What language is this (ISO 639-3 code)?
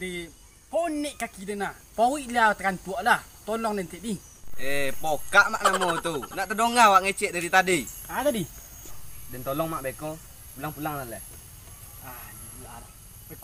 min